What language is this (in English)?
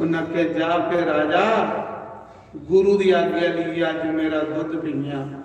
Dogri